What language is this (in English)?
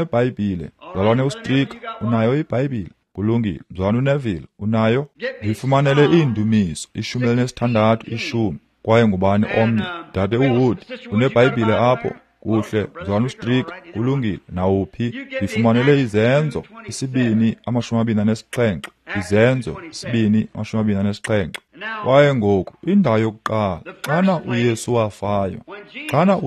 Xhosa